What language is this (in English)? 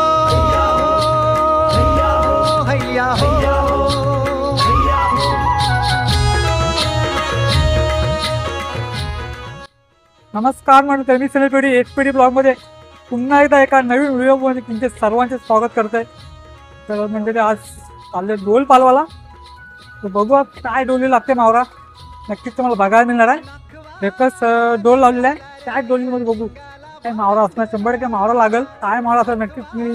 Marathi